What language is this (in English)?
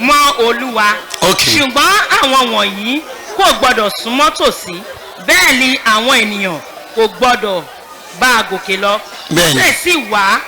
Yoruba